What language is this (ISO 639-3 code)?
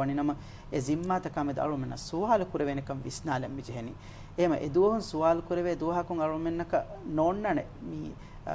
div